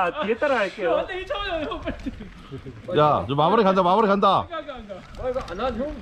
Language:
Korean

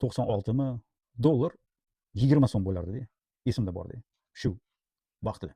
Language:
Uzbek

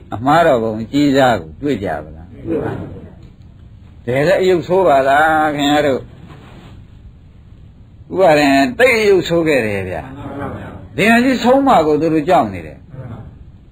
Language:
Burmese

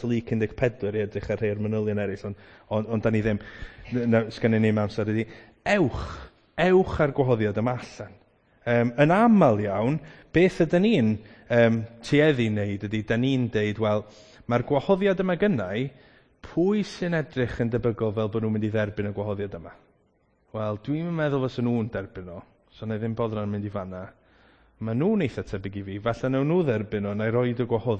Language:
Welsh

